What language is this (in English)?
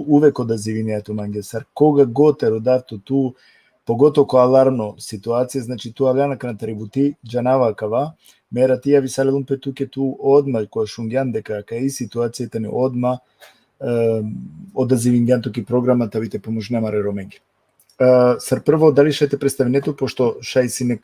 Balkan Romani